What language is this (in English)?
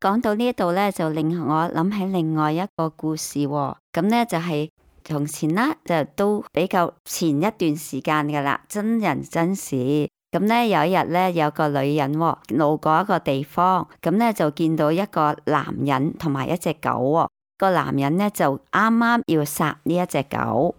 Cantonese